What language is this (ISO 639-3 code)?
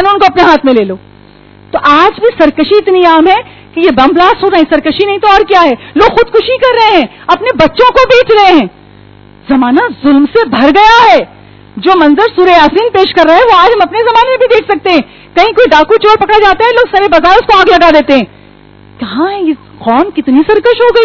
urd